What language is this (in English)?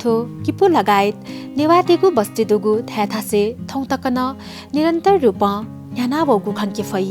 Newari